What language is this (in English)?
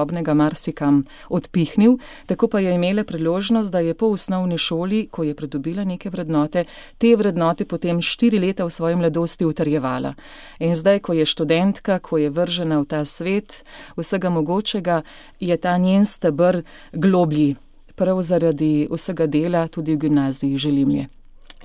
Slovenian